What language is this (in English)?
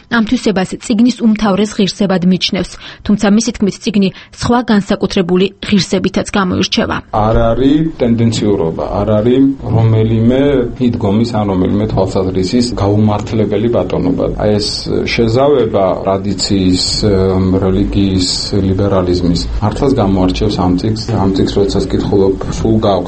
Georgian